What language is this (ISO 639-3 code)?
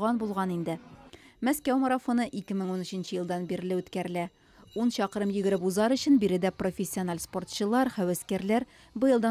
tat